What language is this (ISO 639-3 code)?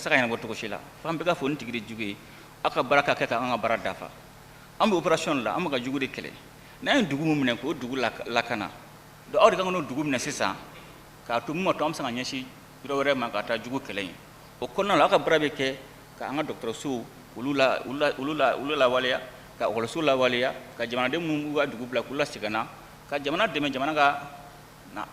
bam